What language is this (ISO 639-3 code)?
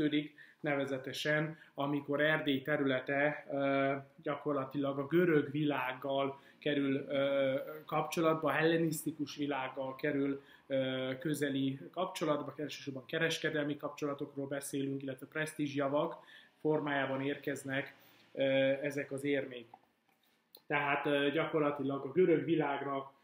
hun